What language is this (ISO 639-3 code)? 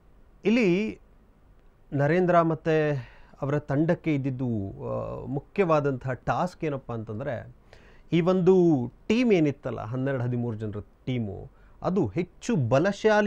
kan